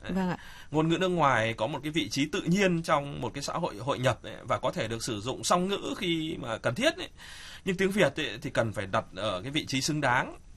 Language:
Vietnamese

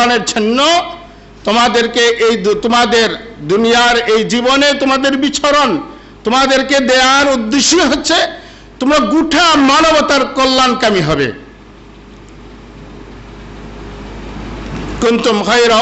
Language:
Bangla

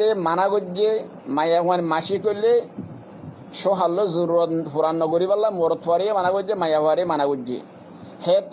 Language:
Rohingya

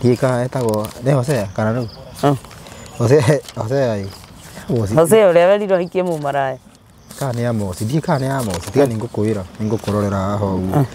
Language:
Kikuyu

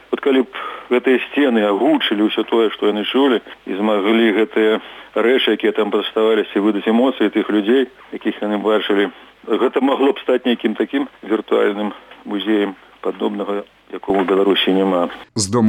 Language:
Belarusian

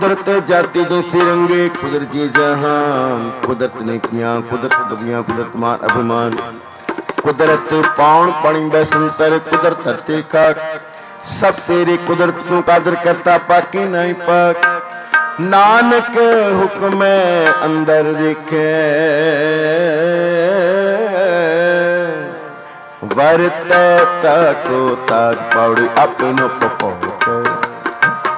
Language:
Punjabi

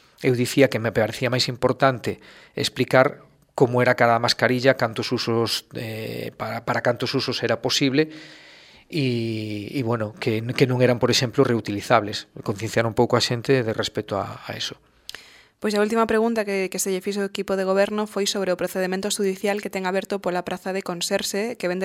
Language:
Galician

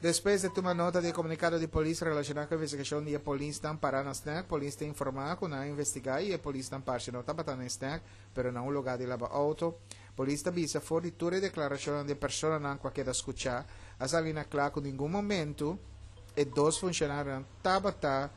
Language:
Papiamento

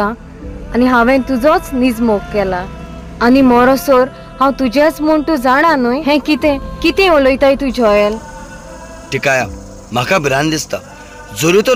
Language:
Konkani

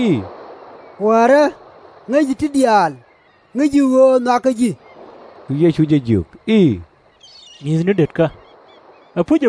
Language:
Nuer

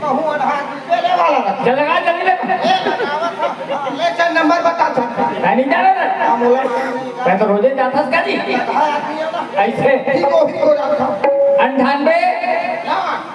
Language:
Chhattisgarhi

